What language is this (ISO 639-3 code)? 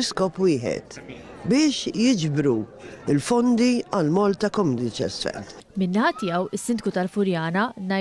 mlt